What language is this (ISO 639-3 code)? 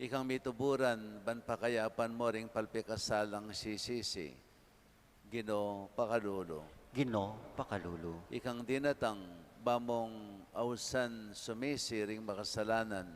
pam